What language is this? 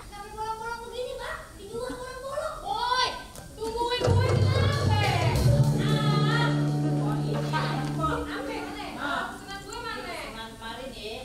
Betawi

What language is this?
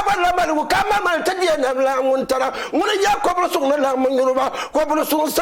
Dagbani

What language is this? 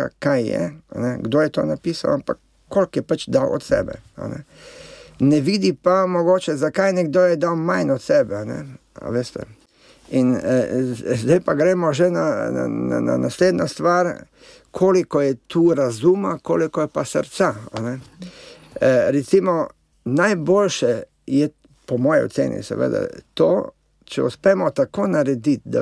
Slovenian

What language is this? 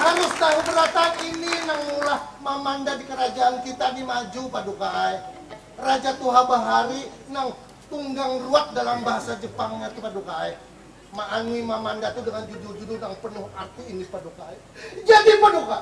Banjar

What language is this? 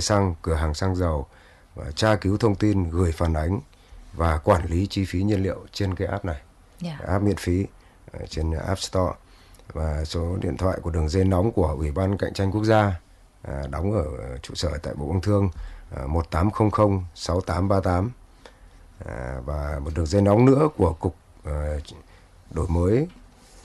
Vietnamese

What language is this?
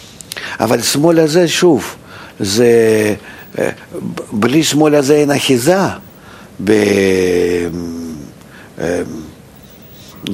Hebrew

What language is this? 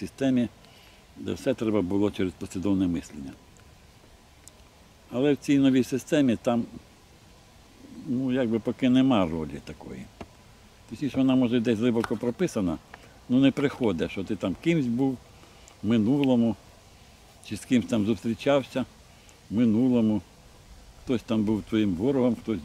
Ukrainian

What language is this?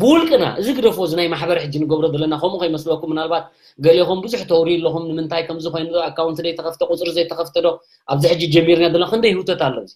Tigrinya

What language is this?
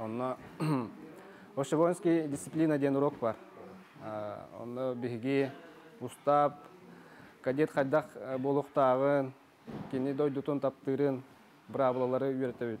Yakut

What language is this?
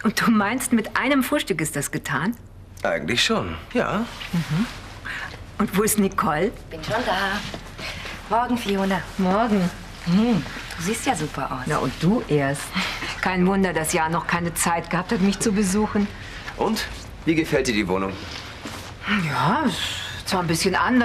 German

